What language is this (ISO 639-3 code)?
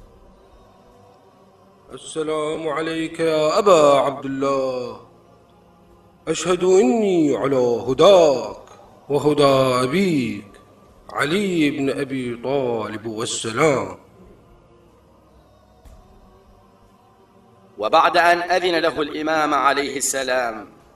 ara